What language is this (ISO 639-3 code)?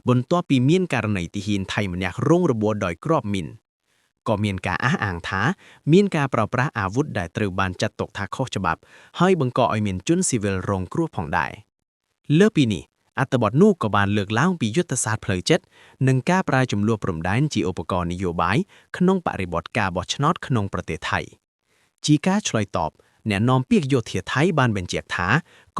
khm